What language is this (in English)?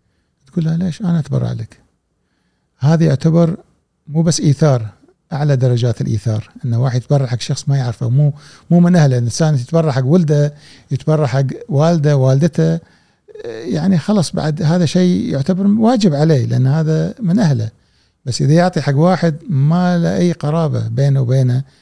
Gulf Arabic